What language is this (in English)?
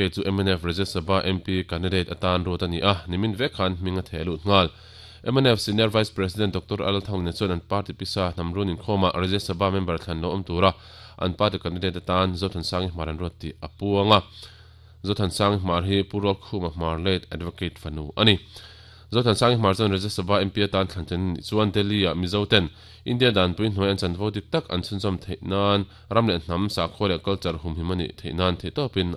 Mizo